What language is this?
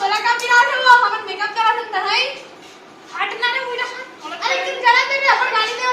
Chhattisgarhi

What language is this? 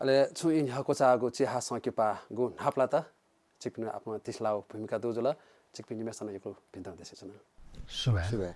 Newari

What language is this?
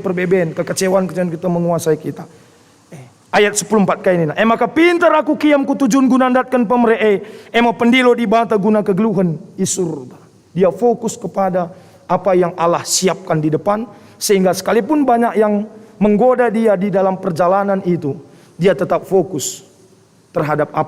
Batak Karo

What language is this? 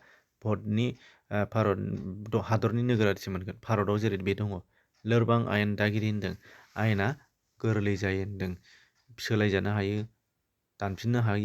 Bodo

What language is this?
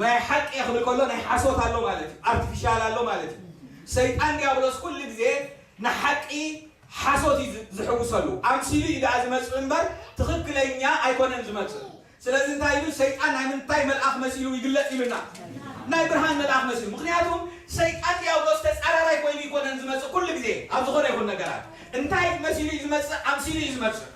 Tigrinya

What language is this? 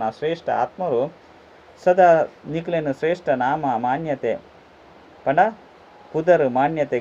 Tulu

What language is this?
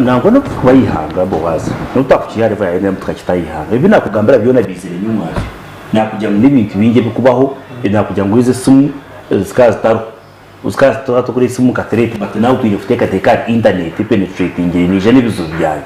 Nyankole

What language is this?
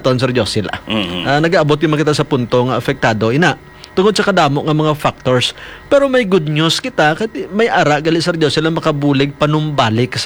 Hiligaynon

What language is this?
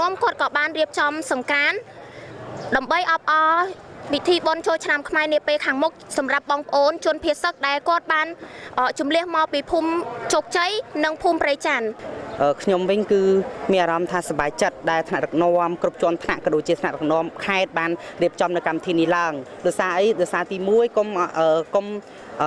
Khmer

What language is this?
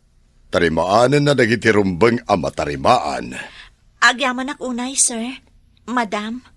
Iloko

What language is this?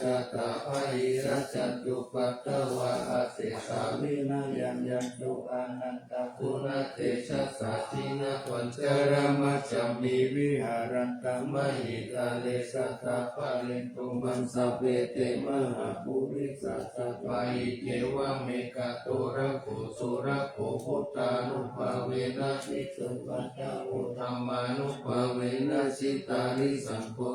Pali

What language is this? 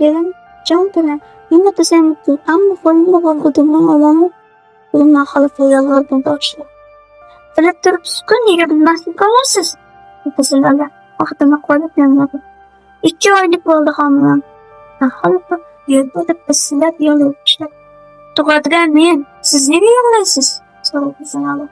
Uzbek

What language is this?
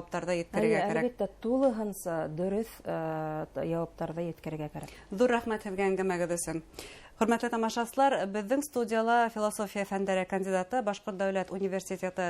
Bashkir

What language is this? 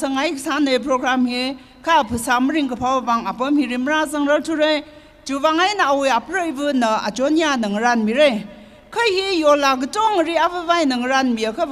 Tangkhul Naga (India)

